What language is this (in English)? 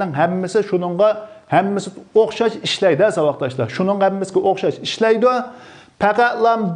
Uyghur